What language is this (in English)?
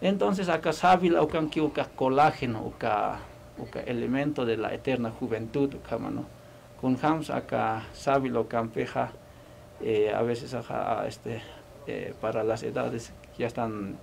Aymara